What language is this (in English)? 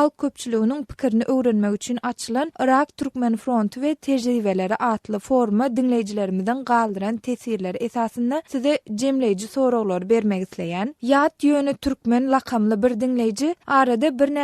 Turkmen